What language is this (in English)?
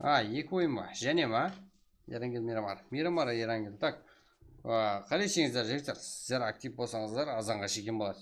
Kara-Kalpak